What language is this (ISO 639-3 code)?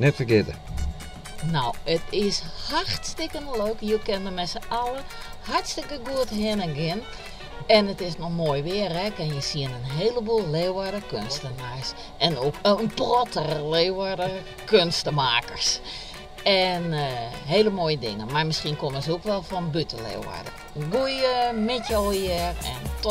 fry